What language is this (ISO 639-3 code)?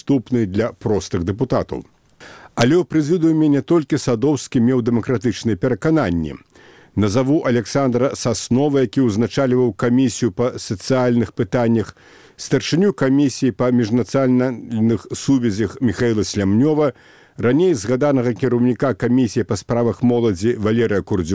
bel